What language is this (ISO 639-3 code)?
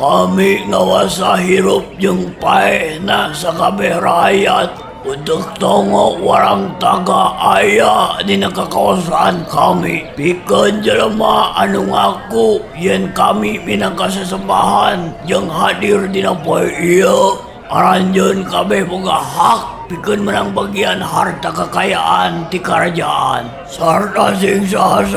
sun